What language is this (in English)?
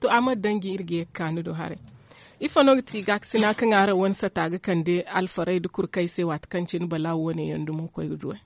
Zarma